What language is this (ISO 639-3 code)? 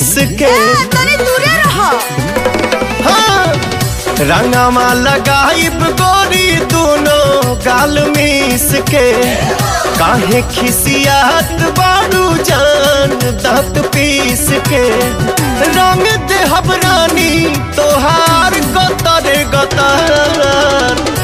bho